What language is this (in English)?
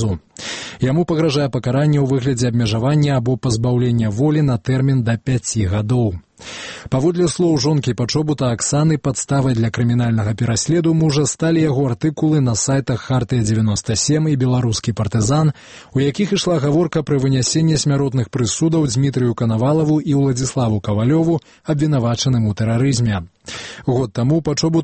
Belarusian